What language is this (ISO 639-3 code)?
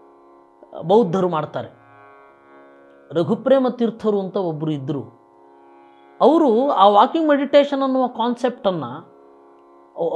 kan